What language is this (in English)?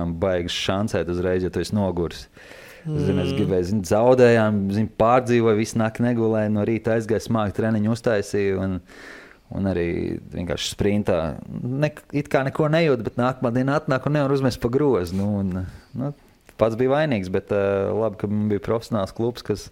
Latvian